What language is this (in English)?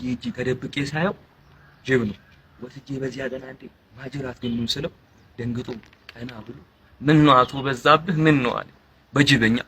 Amharic